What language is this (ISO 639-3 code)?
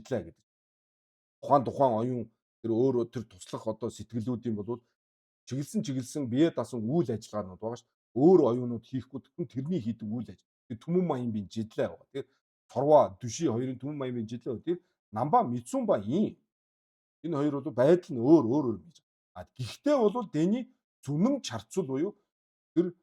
mon